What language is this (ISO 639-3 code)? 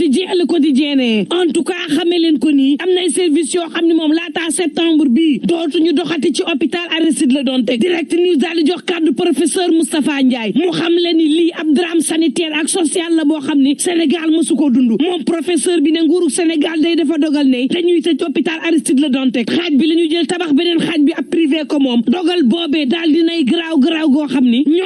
wol